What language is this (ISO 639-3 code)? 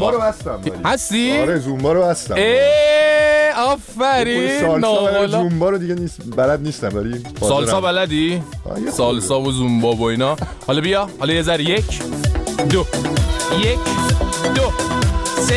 fas